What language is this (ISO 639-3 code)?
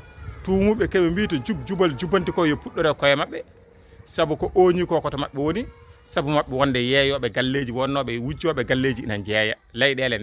ful